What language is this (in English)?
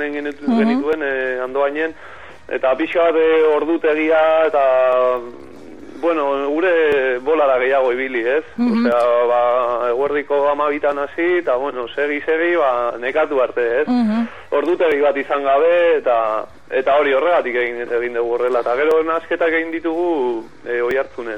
Basque